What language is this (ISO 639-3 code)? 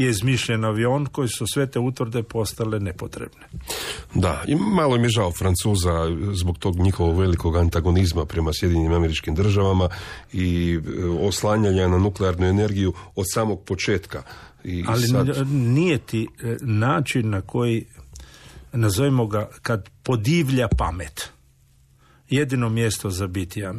hrv